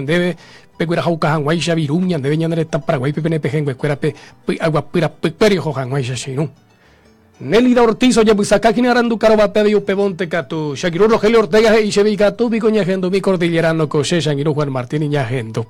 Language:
Guarani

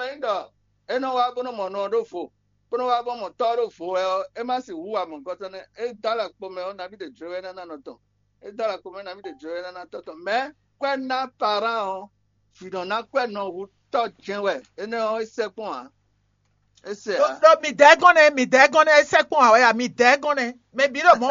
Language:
Fon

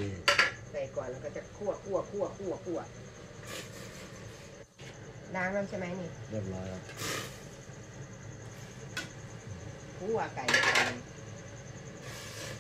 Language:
Thai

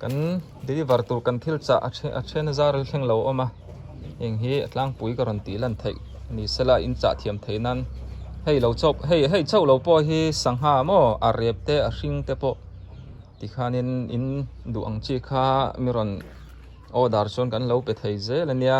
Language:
Mizo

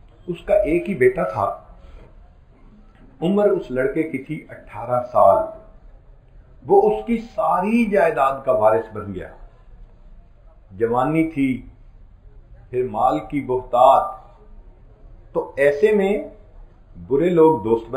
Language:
Urdu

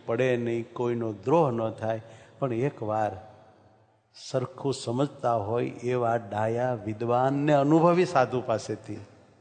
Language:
Gujarati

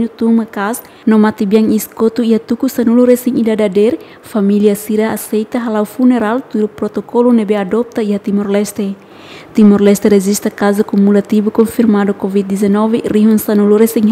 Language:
Tetum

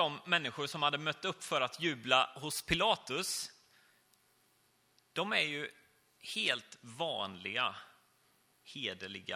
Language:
Swedish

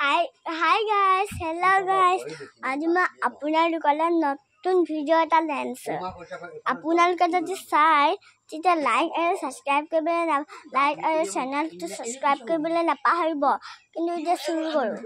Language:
Assamese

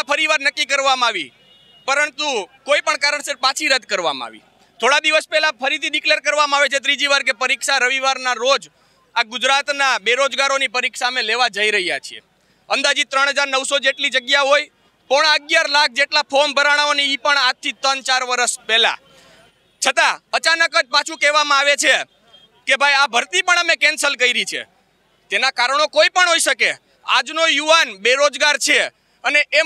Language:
Gujarati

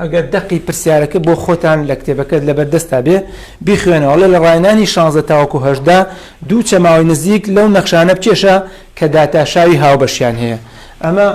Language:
Central Kurdish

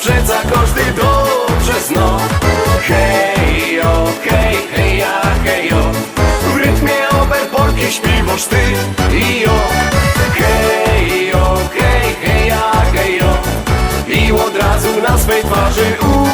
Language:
Silesian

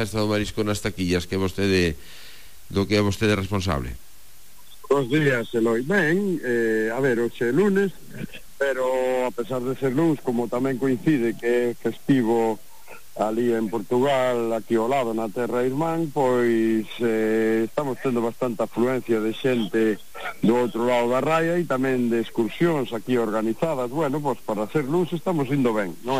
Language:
Galician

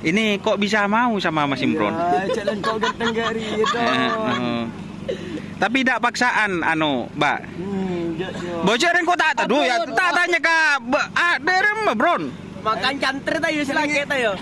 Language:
Madurese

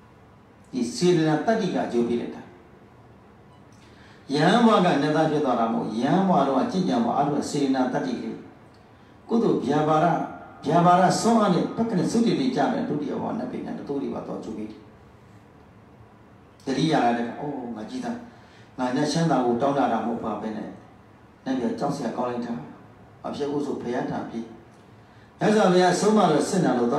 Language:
Burmese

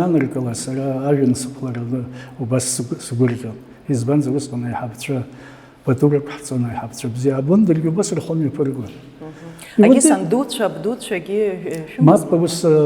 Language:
Abkhazian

